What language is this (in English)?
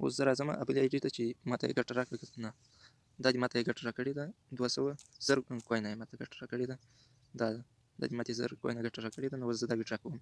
Pashto